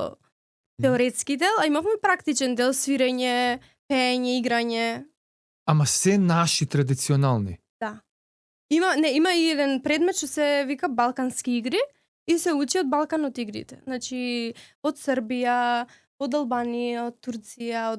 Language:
Macedonian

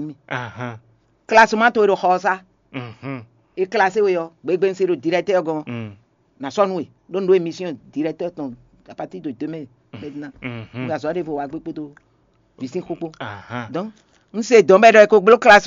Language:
Fon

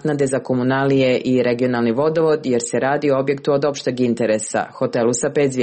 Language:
Serbian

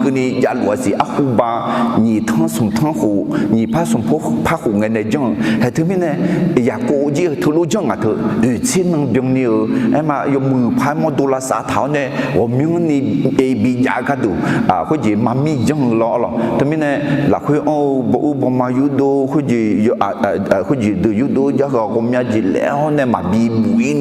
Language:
Akha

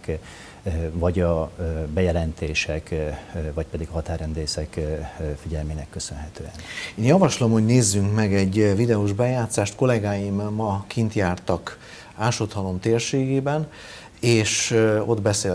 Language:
Hungarian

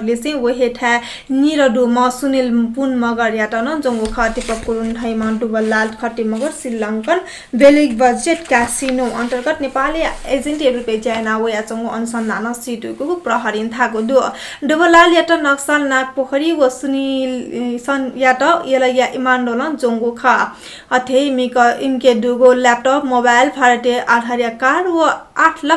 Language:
Newari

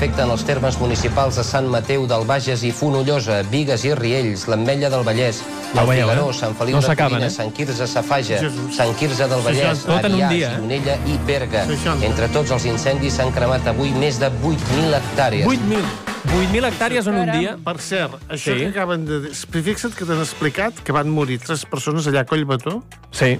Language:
Catalan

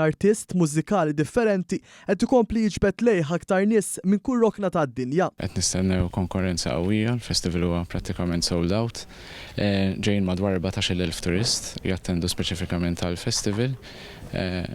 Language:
Maltese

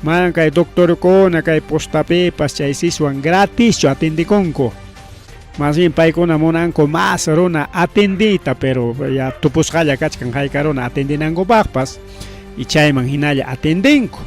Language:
Ayacucho Quechua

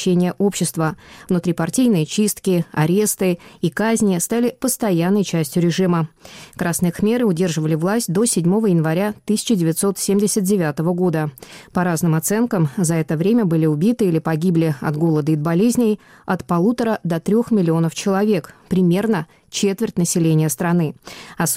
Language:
Russian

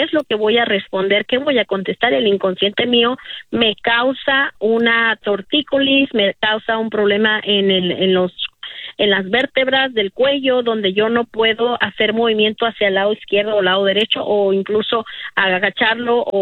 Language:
Spanish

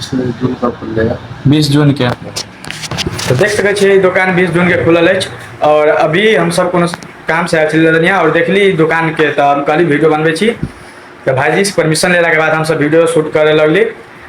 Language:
Maithili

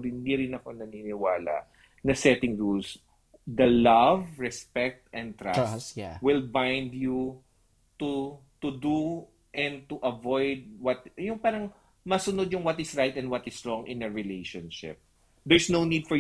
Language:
Filipino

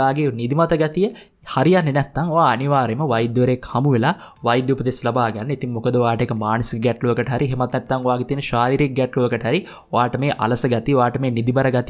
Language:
Sinhala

